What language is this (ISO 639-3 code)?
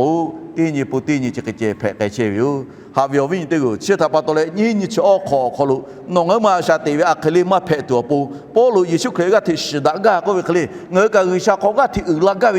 lhu